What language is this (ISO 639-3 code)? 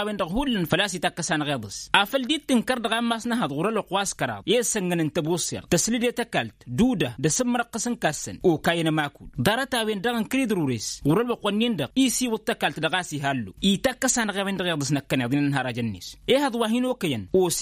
taq